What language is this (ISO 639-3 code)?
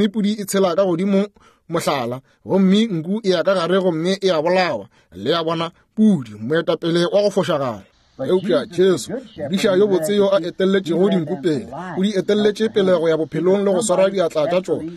nso